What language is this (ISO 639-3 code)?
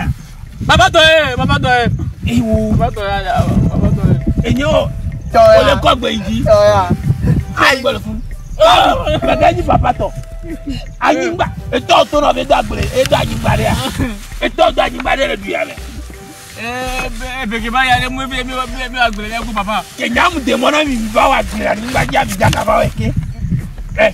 ewe